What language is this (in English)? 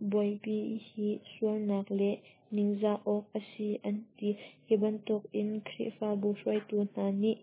Hakha Chin